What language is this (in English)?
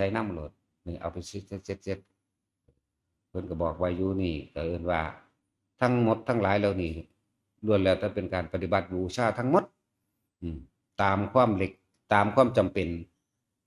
Northeastern Thai